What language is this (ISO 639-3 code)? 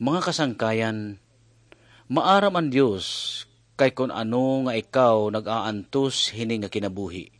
war